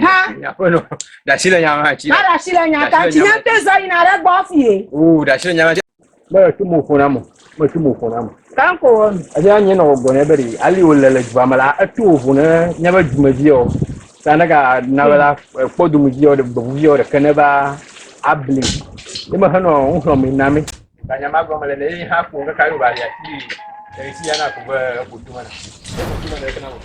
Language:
Ewe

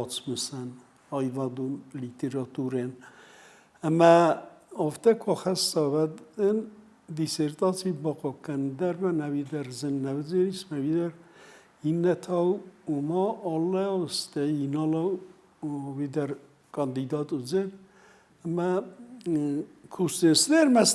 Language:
Ossetic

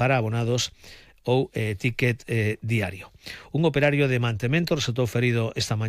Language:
Galician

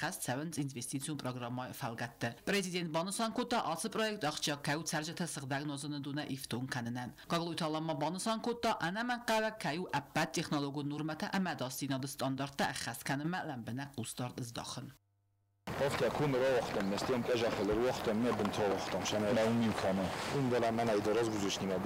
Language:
Ossetic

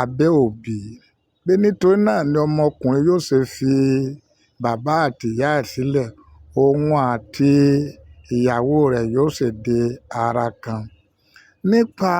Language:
Yoruba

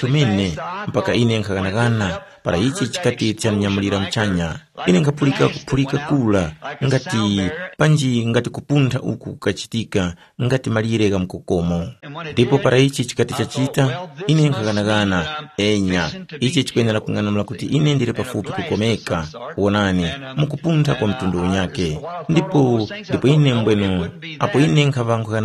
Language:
Tumbuka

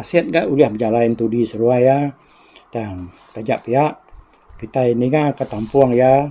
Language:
Iban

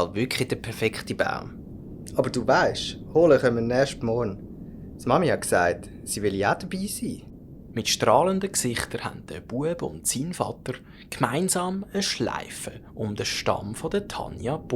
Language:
Swiss German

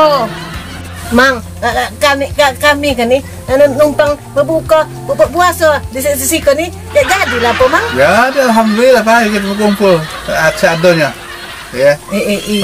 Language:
Musi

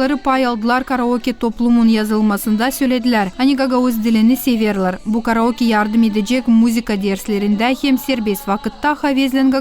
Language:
Gagauz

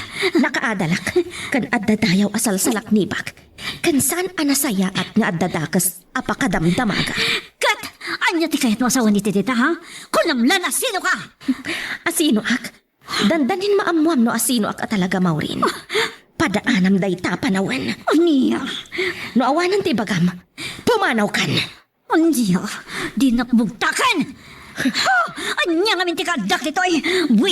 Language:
Iloko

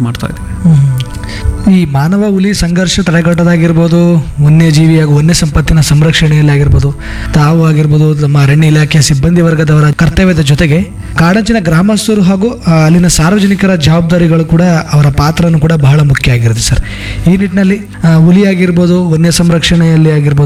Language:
Kannada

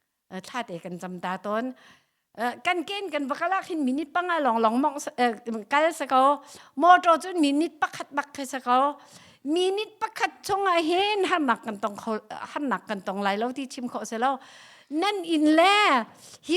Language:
Hakha Chin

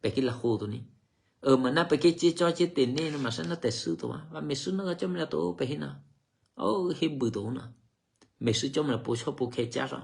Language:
Eastern Kayah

